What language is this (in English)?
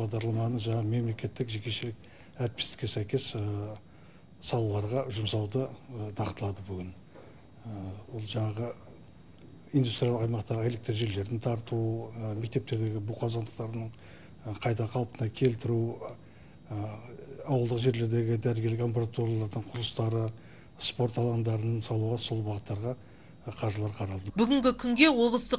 Kazakh